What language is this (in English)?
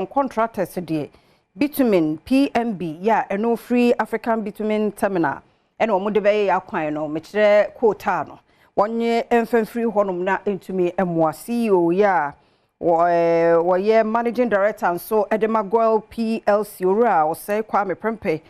Akan